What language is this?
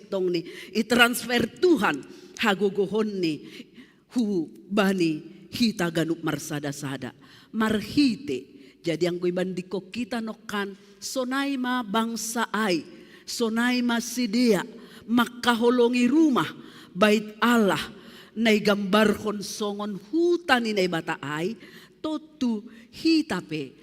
Batak Simalungun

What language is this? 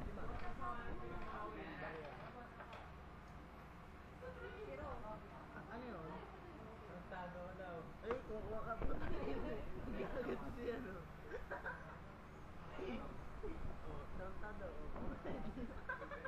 Filipino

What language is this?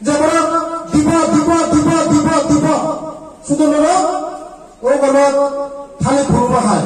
Riang (India)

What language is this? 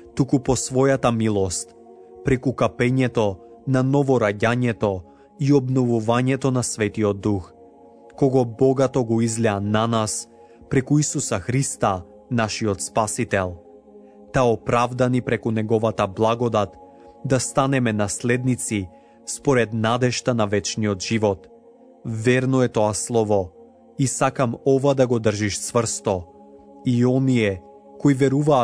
Macedonian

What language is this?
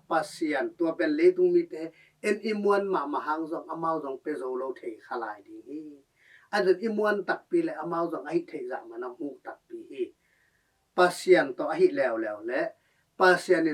Tedim Chin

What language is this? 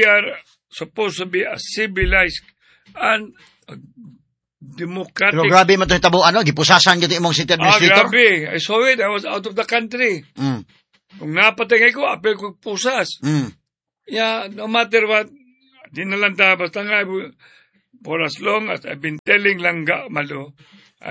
Cebuano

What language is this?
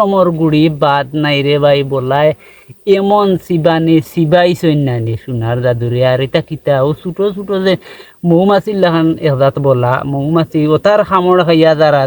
Sylheti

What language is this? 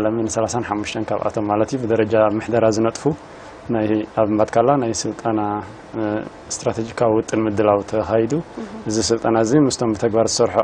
Tigrinya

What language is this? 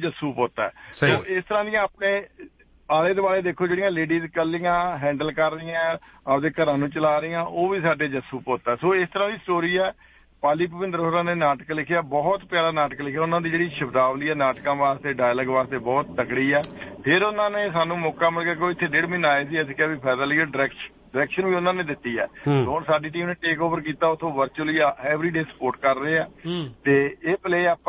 Punjabi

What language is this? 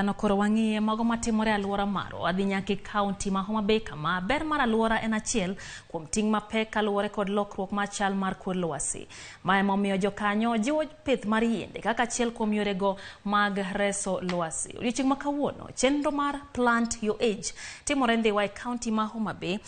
Luo (Kenya and Tanzania)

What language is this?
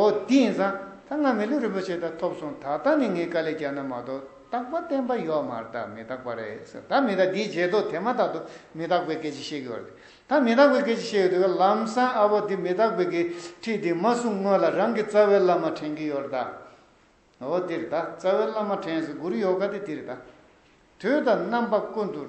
Tibetan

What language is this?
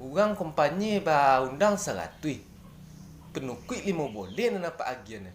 Minangkabau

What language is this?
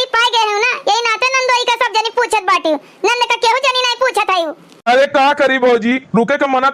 Awadhi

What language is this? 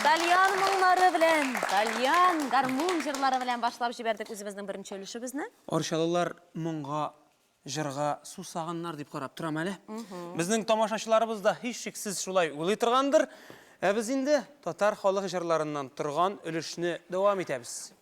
Tatar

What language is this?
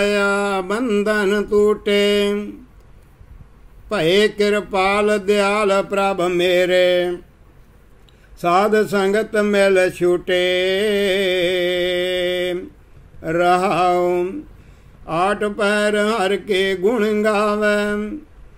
Punjabi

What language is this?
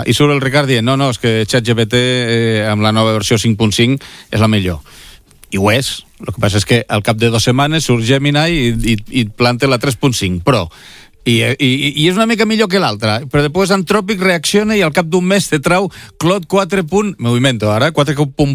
Catalan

